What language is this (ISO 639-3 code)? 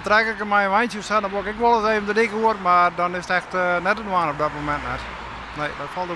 fry